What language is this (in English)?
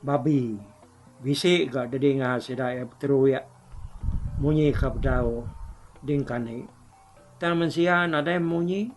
Iban